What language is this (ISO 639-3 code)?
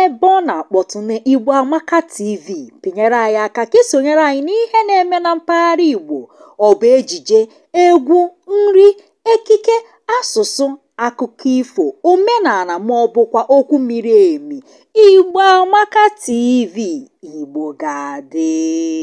ibo